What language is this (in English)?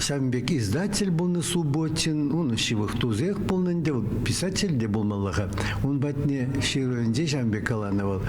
Chuvash